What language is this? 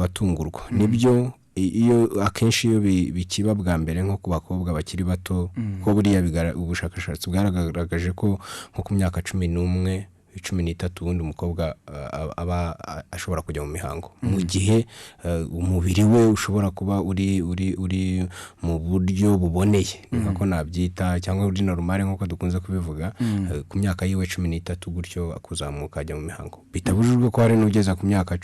Kinyarwanda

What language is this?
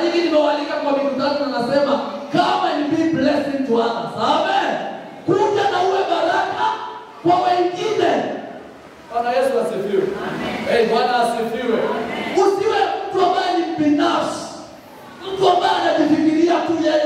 Swahili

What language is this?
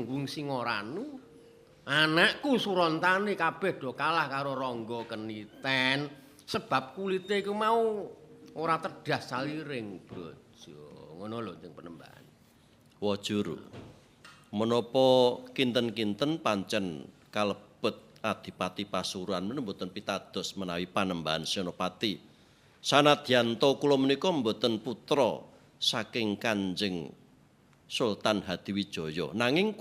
Javanese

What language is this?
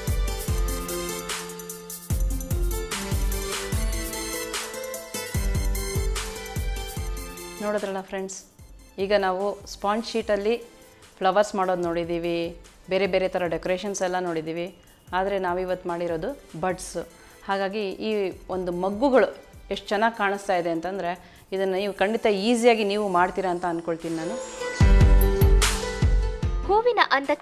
Kannada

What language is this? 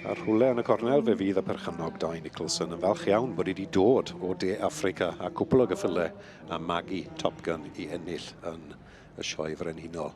Welsh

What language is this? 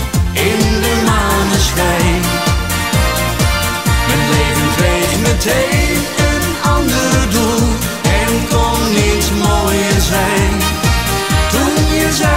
Dutch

